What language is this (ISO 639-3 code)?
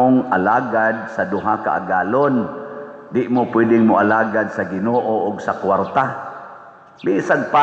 ceb